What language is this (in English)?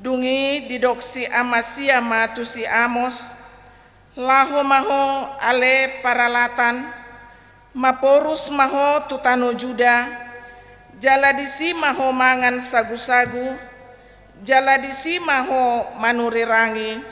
Batak Toba